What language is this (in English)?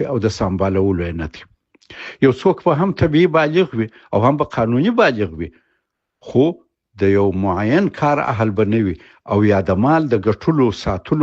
Pashto